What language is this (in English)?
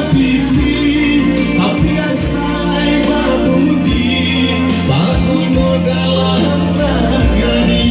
Minangkabau